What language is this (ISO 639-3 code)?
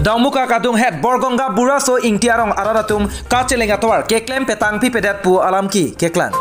mjw